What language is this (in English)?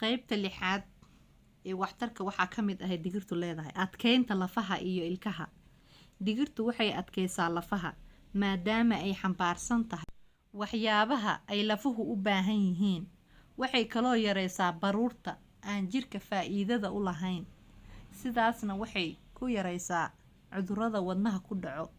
Somali